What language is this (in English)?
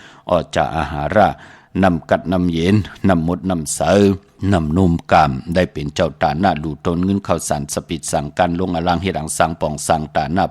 Shan